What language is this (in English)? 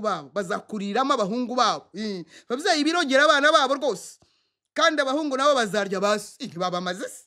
Kinyarwanda